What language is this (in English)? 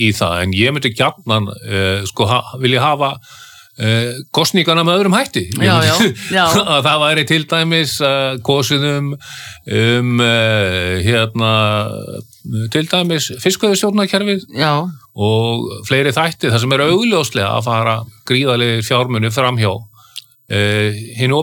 Icelandic